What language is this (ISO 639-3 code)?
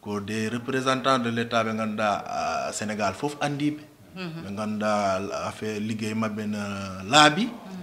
ful